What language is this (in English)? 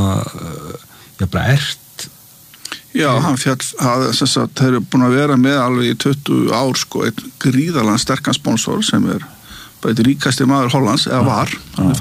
Icelandic